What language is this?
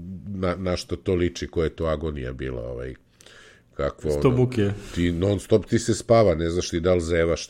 Serbian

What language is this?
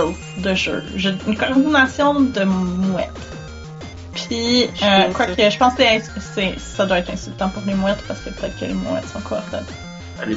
French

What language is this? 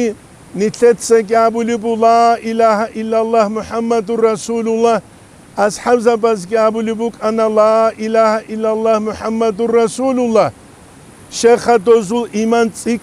Avaric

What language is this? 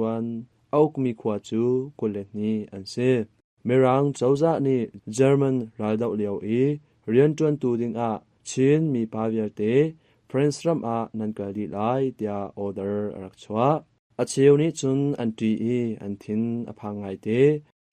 Hakha Chin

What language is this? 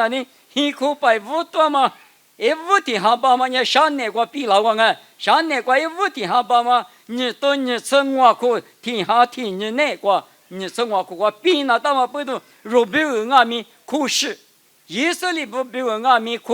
Lisu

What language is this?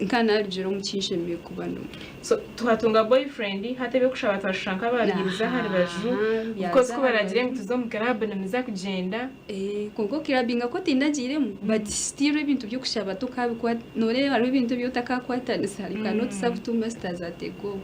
Nyankole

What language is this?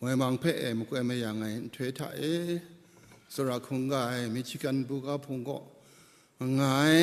Kachin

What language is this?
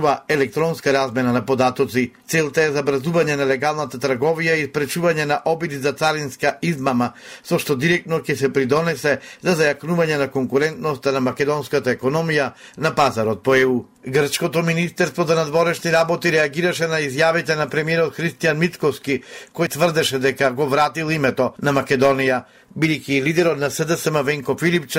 Macedonian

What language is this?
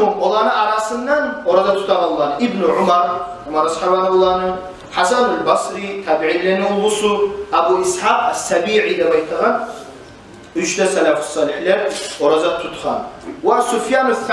Kumyk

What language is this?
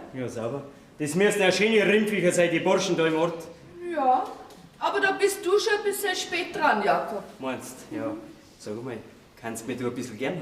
Bavarian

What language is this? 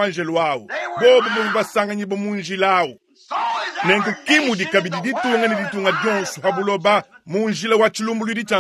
Luba-Lulua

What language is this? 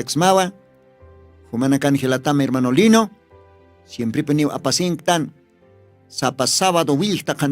Aymara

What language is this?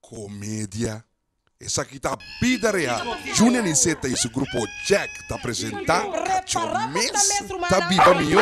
Papiamento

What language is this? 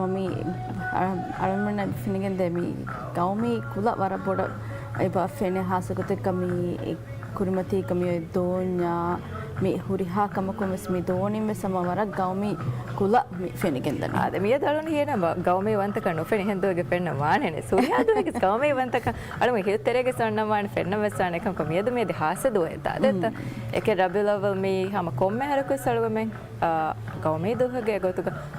Divehi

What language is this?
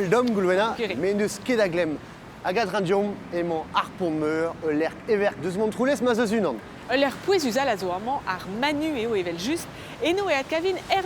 Breton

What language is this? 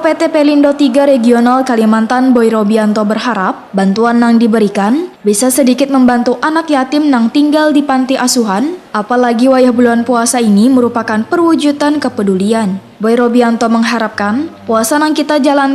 Banjar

